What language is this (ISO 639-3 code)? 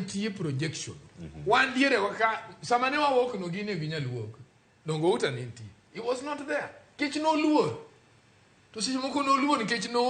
luo